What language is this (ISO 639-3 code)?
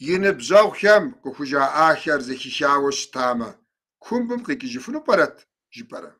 kbd